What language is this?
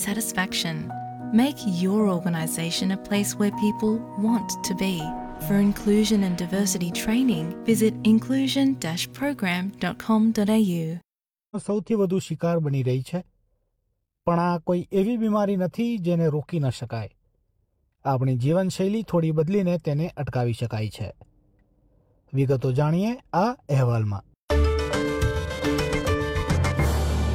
Gujarati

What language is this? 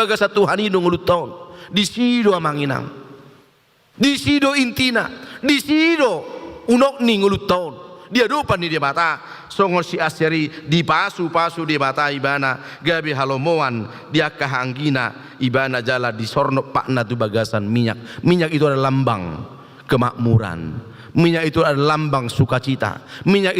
Batak Toba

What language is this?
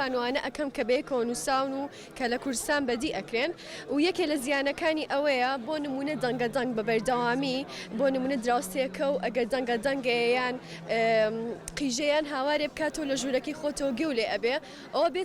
Central Kurdish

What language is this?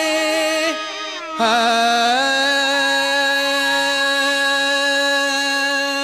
Tamil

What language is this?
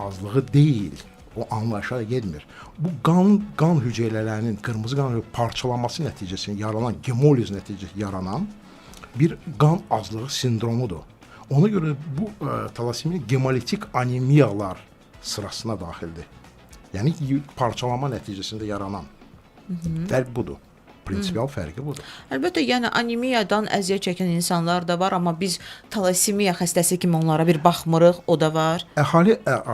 Azerbaijani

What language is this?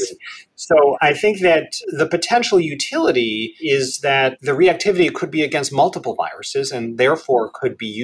English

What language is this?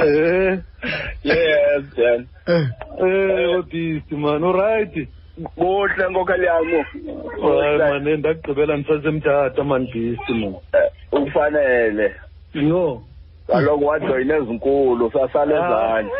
Xhosa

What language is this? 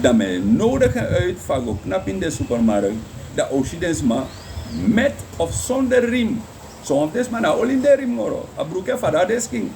Sranan Tongo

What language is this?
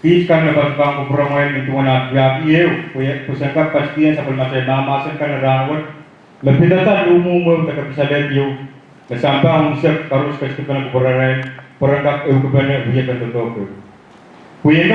Pohnpeian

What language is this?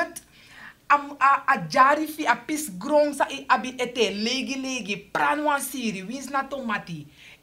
Sranan Tongo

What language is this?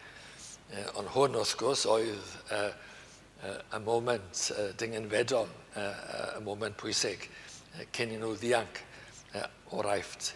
Welsh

